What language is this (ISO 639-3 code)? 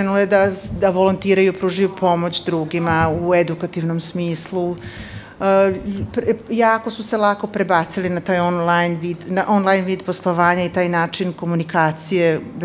srp